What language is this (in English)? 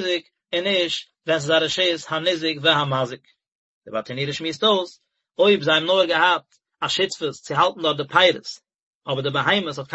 Yiddish